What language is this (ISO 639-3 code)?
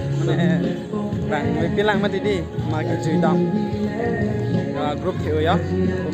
mjw